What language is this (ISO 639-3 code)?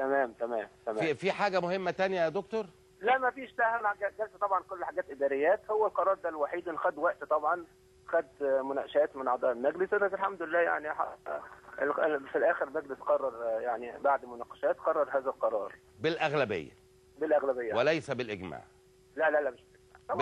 arz